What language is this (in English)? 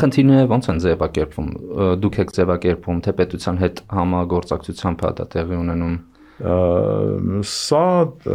Armenian